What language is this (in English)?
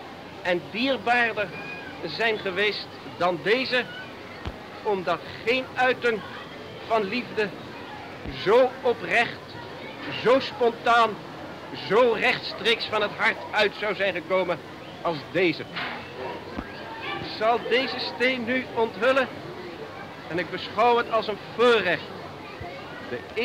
Dutch